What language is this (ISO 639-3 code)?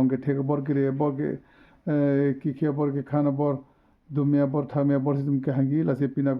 mjw